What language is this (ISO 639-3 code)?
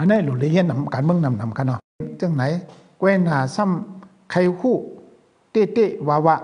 shn